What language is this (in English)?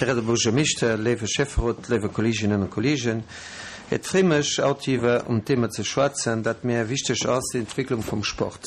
Luxembourgish